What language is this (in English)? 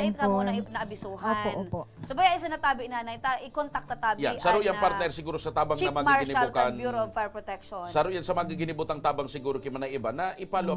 Bikol